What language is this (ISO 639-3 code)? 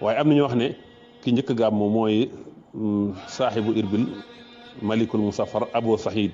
wol